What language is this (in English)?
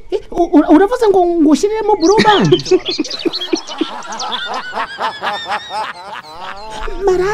Kinyarwanda